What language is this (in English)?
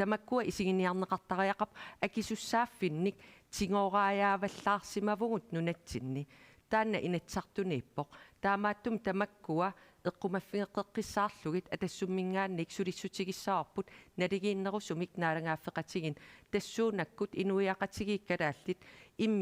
Kalaallisut